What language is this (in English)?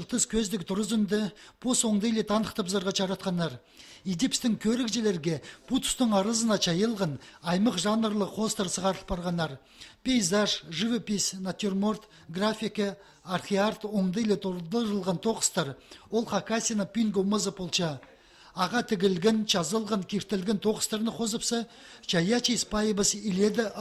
Khakas